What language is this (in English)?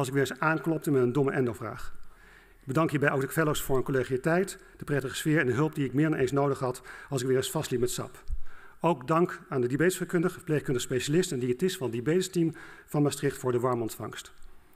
Dutch